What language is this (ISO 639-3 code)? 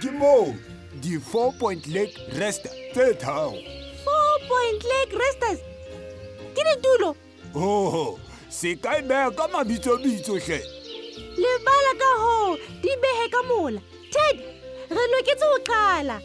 sot